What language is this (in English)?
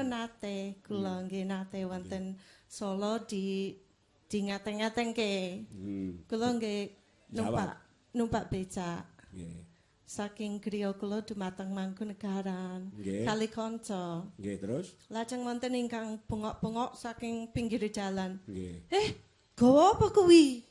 Javanese